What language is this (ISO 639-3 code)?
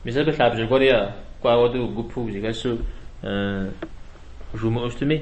kbd